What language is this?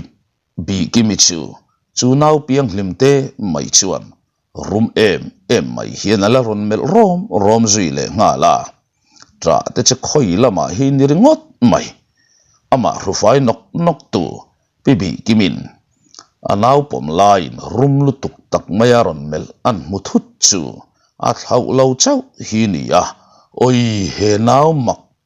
Mizo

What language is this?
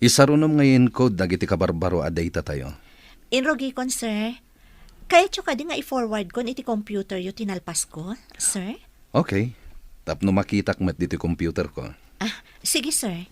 Iloko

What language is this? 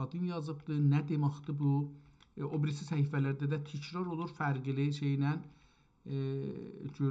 South Azerbaijani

